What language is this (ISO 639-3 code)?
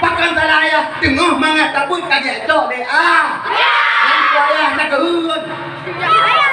ace